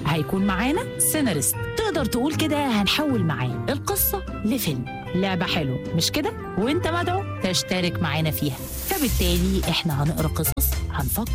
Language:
Egyptian Arabic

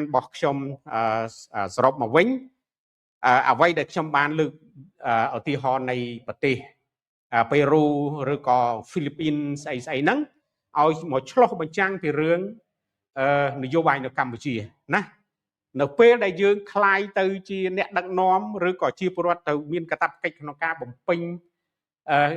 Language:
Khmer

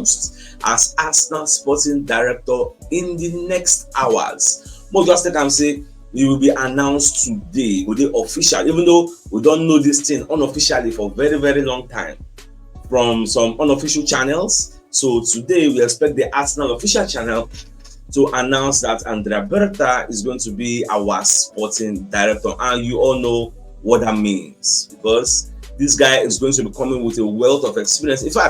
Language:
Nigerian Pidgin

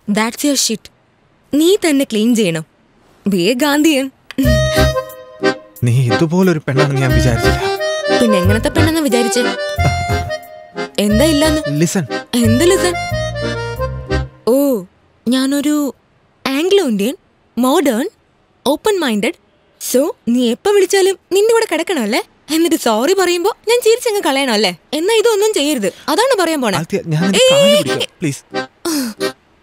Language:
Malayalam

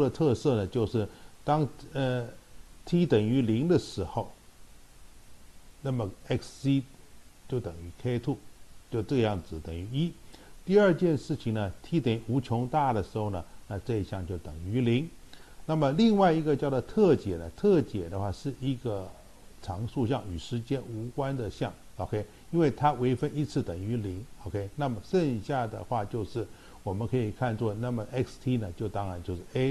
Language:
Chinese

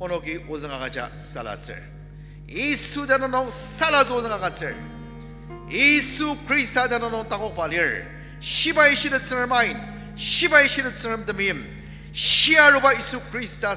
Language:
Ao Naga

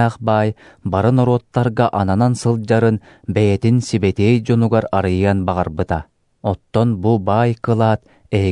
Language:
Yakut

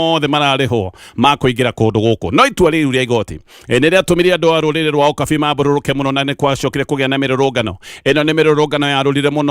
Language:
Kikuyu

